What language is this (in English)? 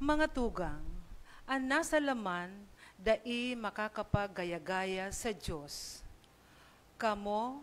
Bikol